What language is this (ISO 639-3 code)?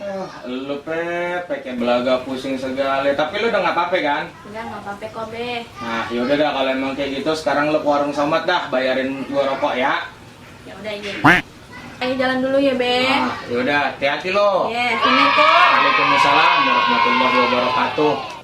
bew